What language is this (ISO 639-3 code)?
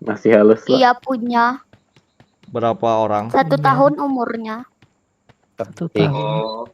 bjn